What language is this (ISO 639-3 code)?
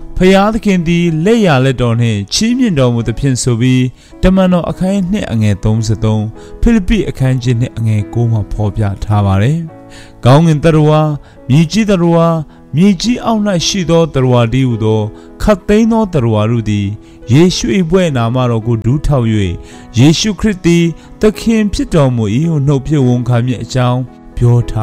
mya